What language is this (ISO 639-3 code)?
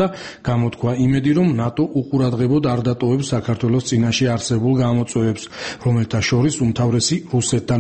kat